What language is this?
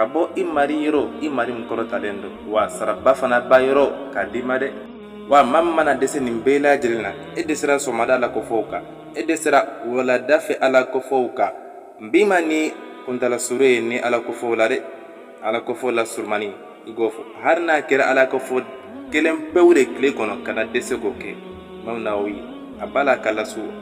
Bambara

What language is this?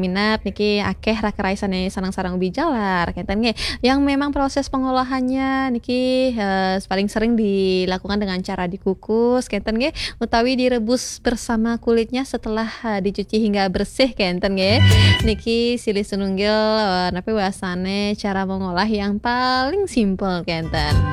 Balinese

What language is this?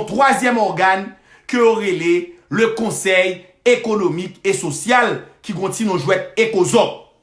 Haitian Creole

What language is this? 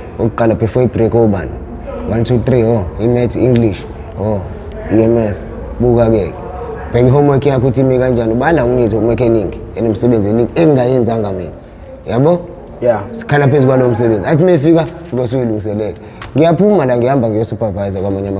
Zulu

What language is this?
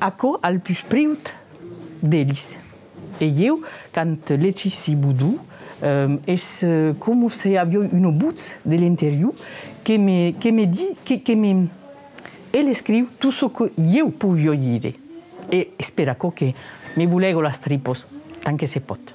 Occitan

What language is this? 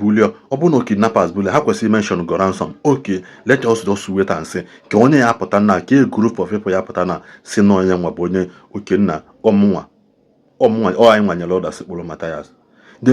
Igbo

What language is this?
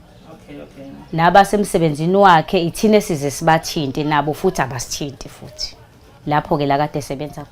Zulu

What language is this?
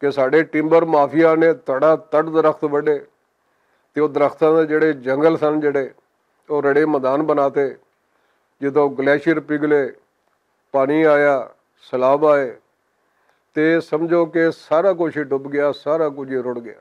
Western Panjabi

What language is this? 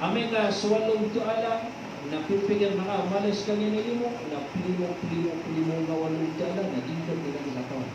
Maranao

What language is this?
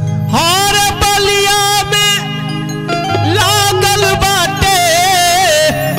Bhojpuri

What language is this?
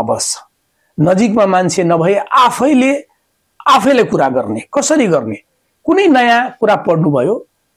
Nepali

